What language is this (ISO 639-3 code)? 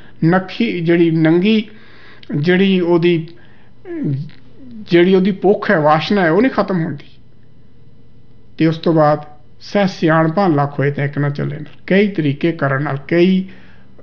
pan